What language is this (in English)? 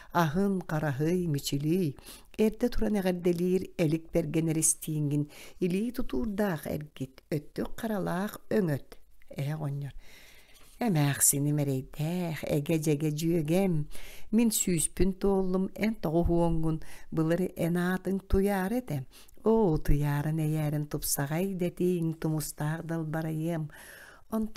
Yakut